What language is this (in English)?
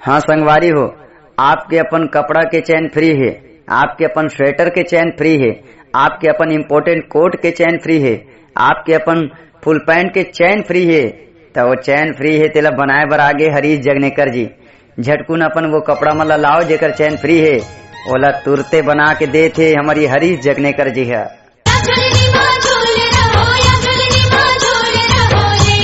Chhattisgarhi